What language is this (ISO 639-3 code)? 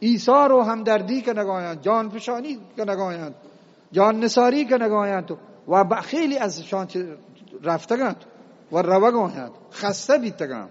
bgp